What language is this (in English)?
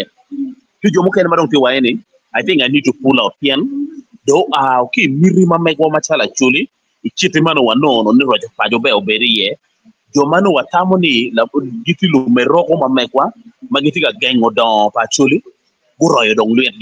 Acoli